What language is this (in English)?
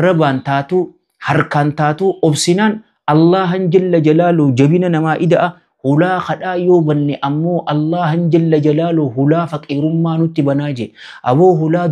Oromo